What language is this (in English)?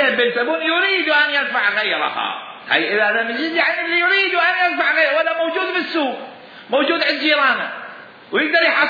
Mesopotamian Arabic